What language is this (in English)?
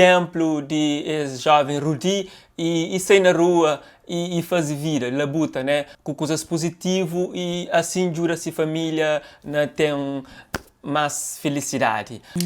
Kabuverdianu